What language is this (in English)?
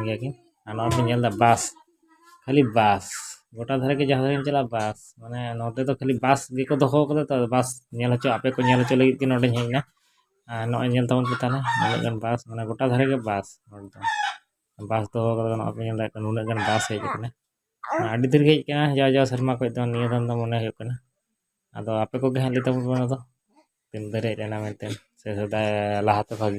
Santali